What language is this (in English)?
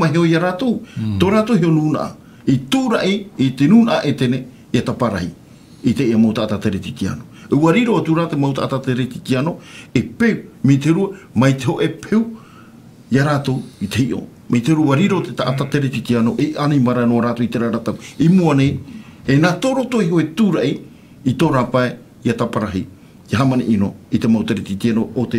Tahitian